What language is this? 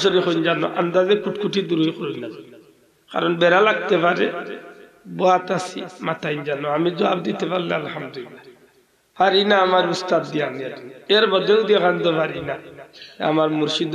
Sylheti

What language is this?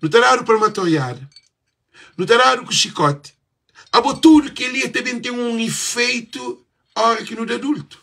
Kabuverdianu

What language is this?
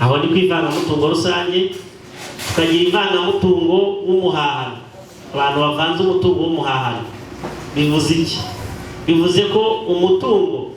Kinyarwanda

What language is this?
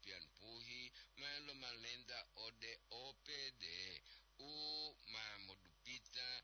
Gorontalo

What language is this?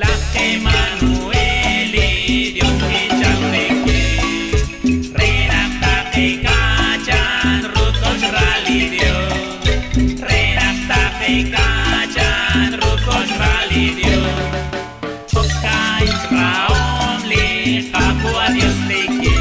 Kekchí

